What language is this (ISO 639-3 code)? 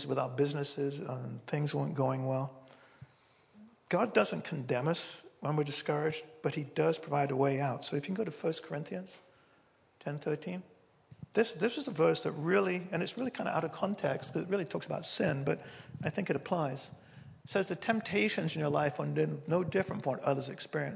eng